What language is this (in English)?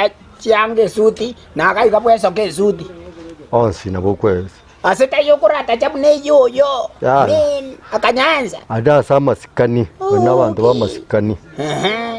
Gusii